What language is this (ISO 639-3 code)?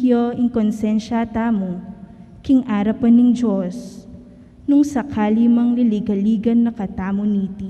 pam